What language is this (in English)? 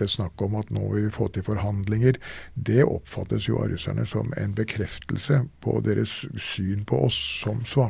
Norwegian